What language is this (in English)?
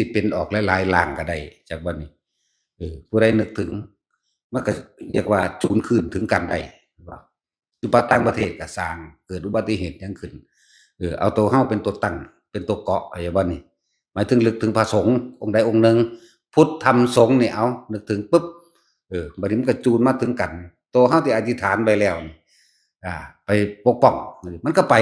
Northeastern Thai